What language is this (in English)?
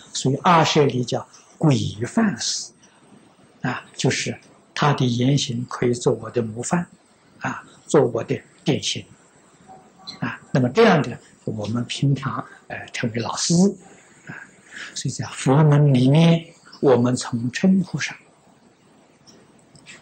Chinese